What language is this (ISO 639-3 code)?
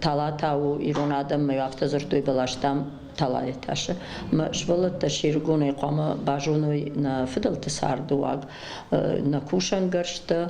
oss